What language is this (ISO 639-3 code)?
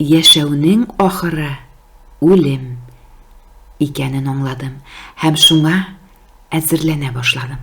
tat